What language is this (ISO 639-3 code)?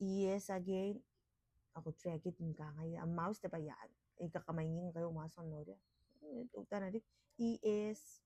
gil